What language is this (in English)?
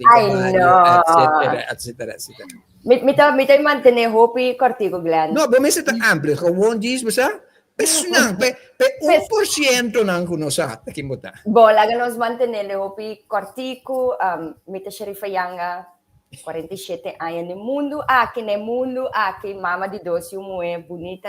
Papiamento